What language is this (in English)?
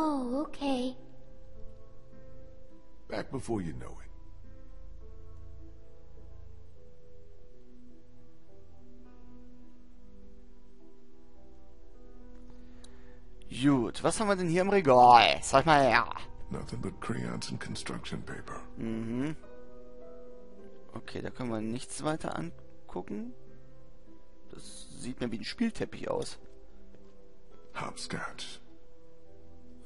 German